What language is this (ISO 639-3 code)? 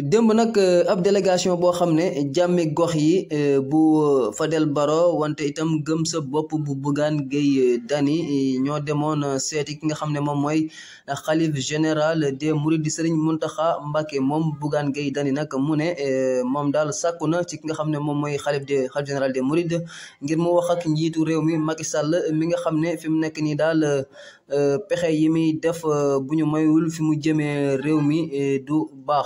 wol